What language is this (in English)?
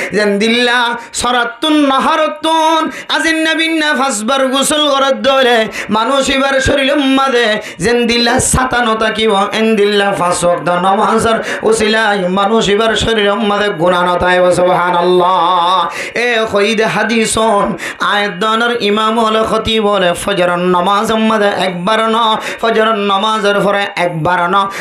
Rohingya